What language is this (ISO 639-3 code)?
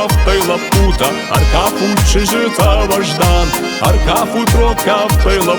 oss